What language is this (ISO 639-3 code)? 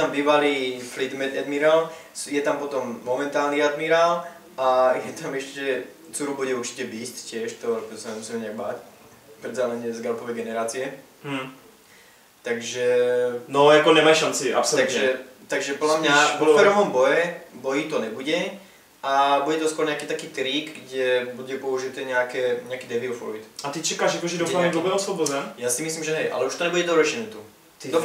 ces